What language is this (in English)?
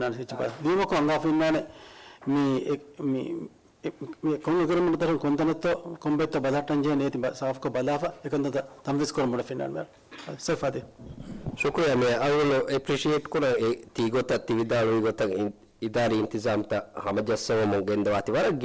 Divehi